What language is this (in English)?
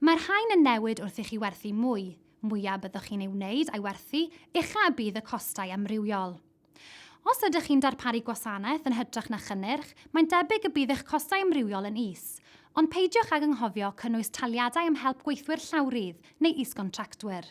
Welsh